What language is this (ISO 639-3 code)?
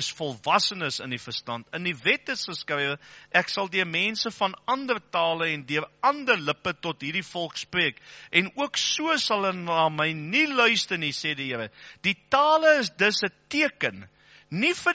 afr